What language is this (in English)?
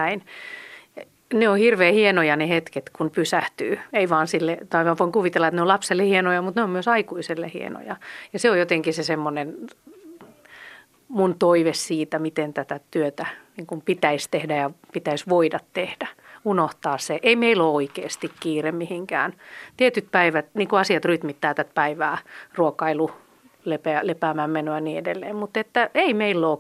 Finnish